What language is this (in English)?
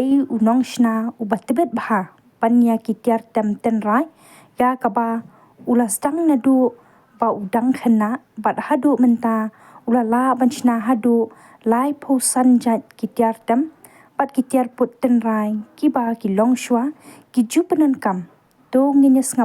Khasi